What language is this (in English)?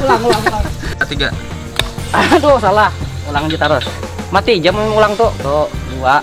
Banjar